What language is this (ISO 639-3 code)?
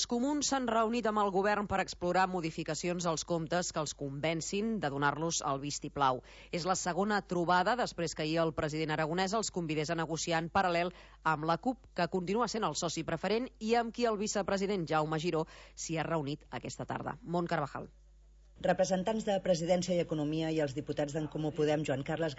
cat